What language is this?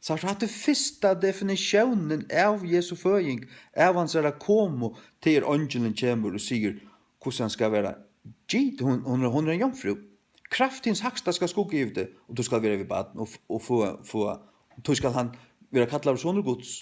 Faroese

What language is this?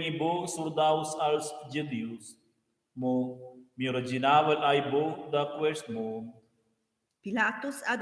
Romansh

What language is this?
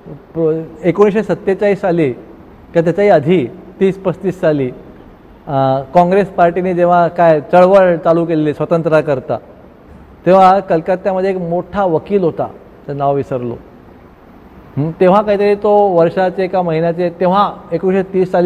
Marathi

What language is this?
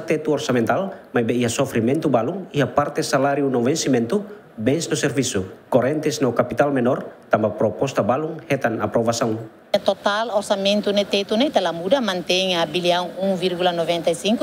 Tetum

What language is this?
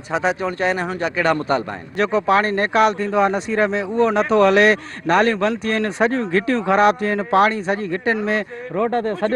Sindhi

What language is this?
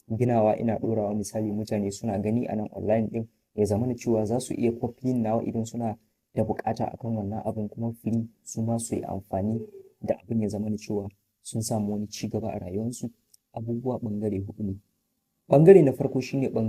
Hausa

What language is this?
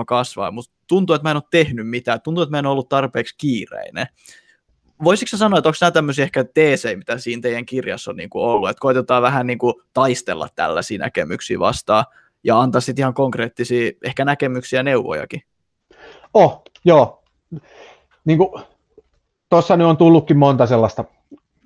Finnish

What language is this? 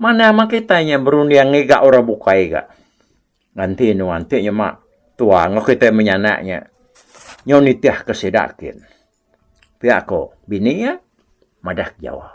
Iban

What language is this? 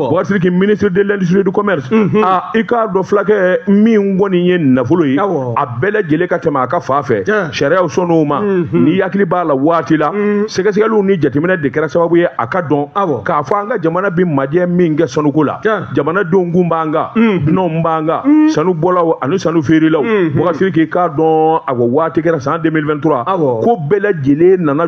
Bambara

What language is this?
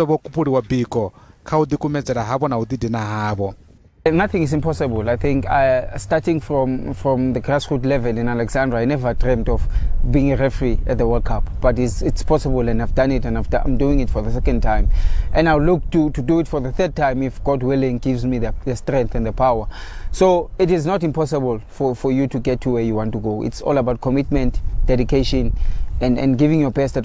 Venda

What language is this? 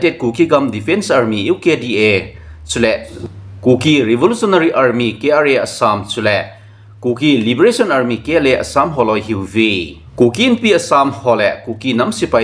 Thado Chin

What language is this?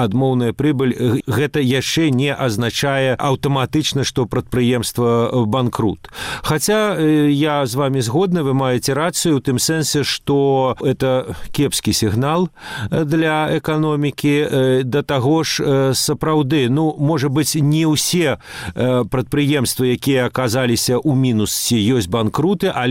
Belarusian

